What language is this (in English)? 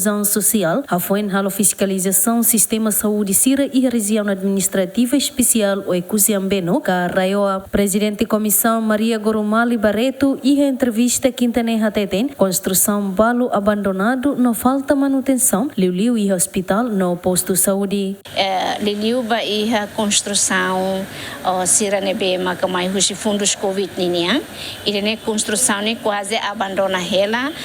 Tetum